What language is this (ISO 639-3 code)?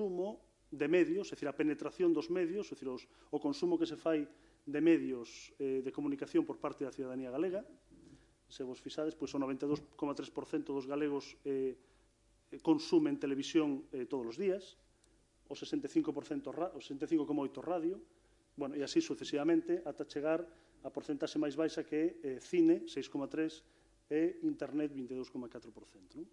glg